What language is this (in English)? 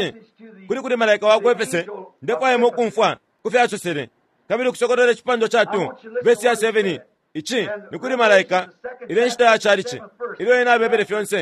Bemba